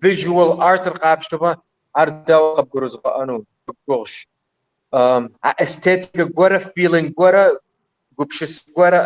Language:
Kabardian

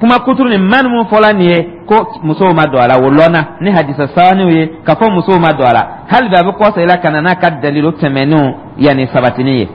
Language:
Dyula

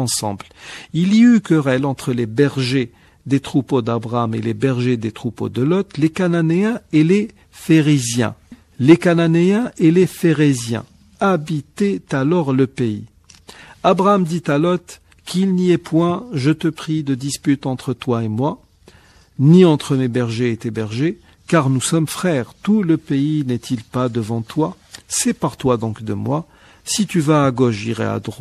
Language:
French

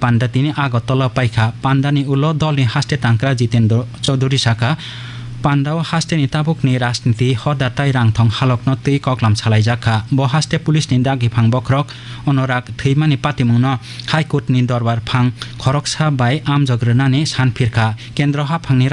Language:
Kok Borok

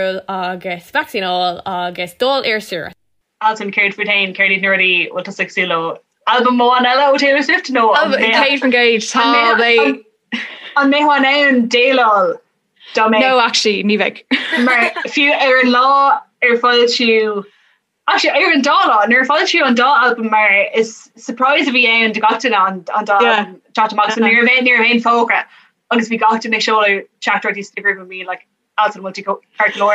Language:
Irish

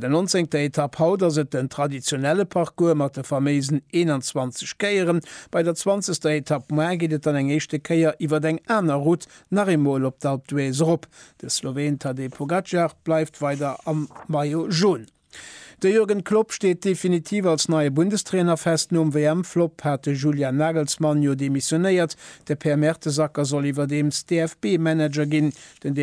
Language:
Luxembourgish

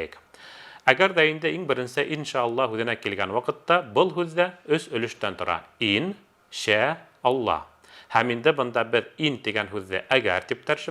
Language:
Bashkir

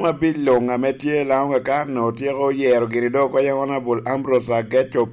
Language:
Lango (Uganda)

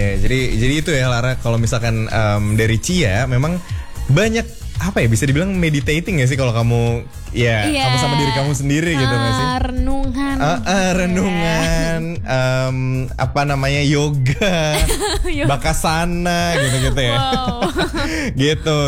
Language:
Indonesian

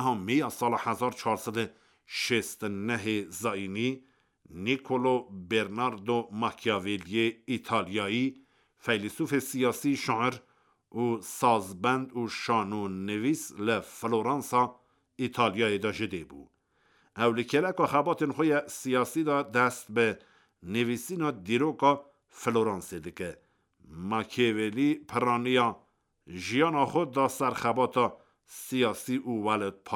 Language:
Kurdish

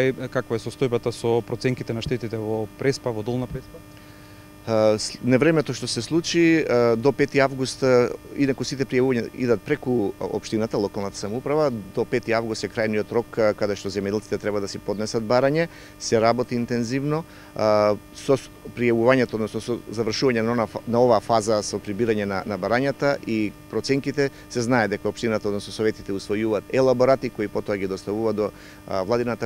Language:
Macedonian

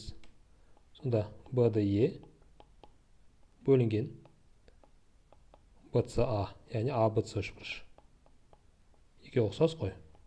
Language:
Kazakh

